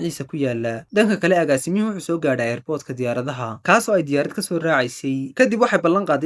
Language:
Somali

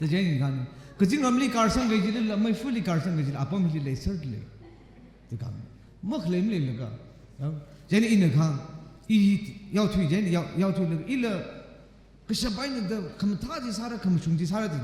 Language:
Tangkhul Naga (India)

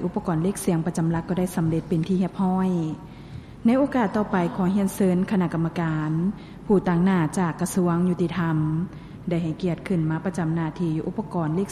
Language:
Lao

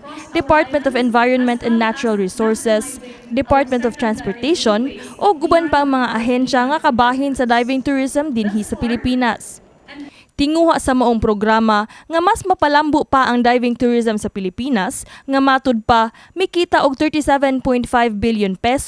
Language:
Cebuano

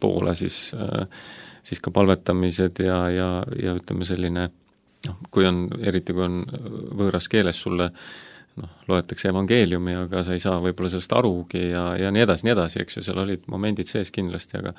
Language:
Estonian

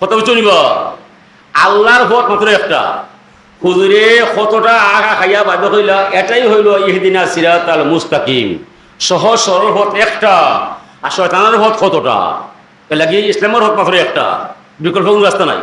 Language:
Sylheti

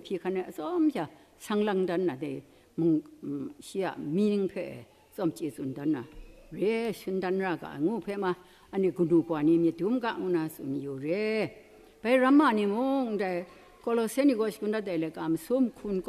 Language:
Kachin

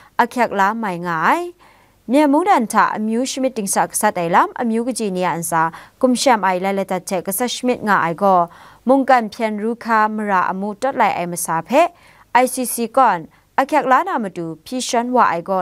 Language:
Kachin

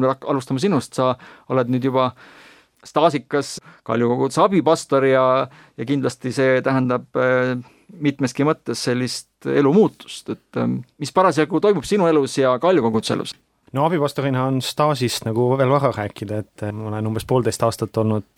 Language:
Estonian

